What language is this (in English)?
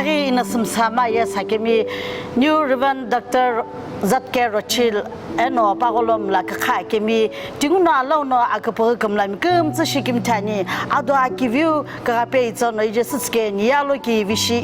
Sumi Naga